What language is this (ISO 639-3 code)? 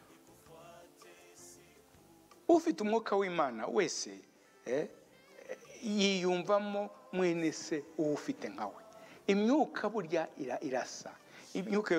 kin